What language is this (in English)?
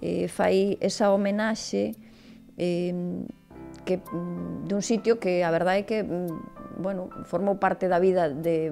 Galician